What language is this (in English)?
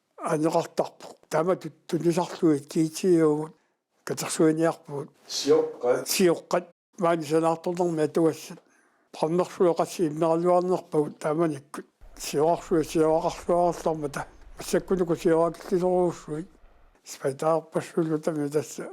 Kalaallisut